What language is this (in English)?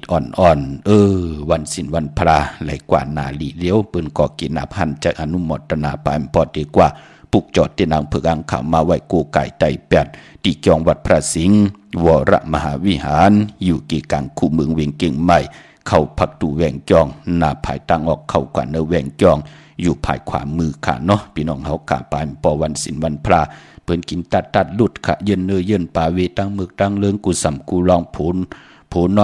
Shan